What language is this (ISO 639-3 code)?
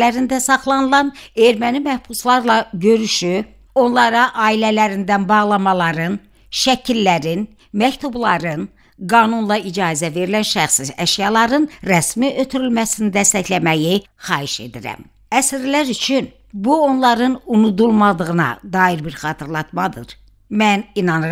aze